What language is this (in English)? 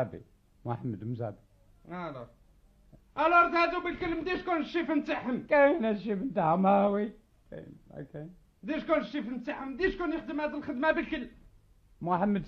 Algerian Arabic